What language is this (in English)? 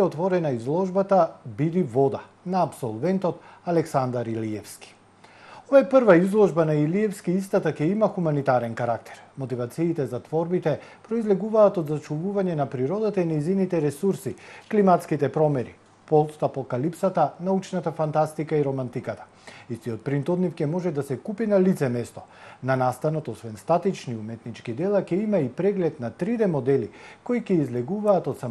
Macedonian